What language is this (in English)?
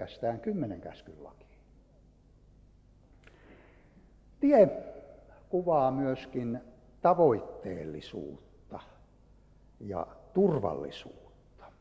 Finnish